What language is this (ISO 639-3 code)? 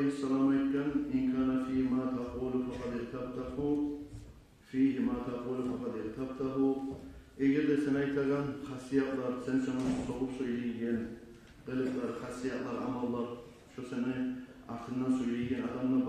kum